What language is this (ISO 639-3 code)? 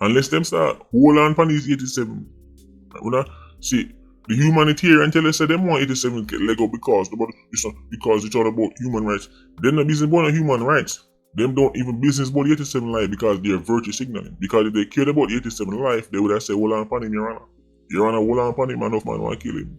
jam